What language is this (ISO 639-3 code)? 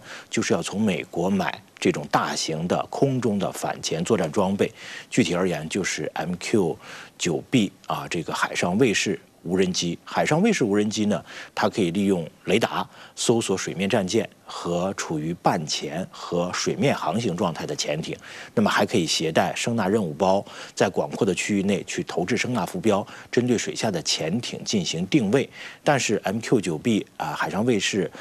zho